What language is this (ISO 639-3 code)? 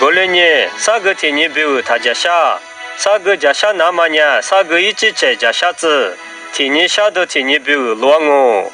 lis